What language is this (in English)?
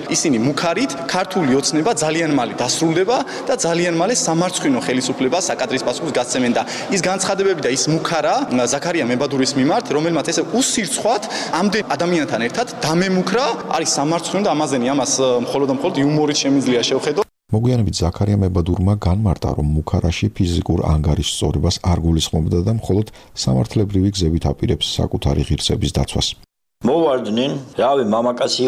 Georgian